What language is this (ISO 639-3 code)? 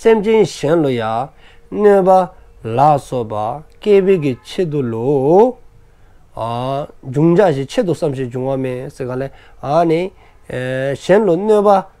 dzo